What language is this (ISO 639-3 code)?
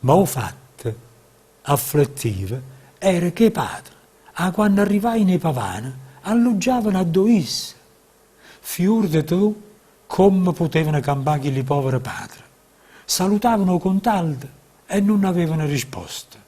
nap